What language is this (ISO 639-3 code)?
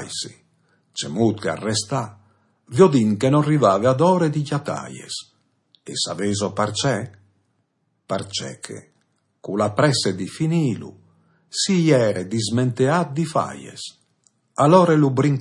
fur